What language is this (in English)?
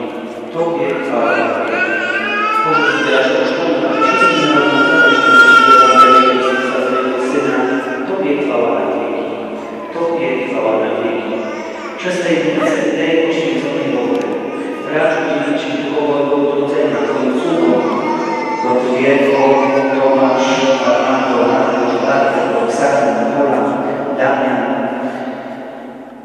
Polish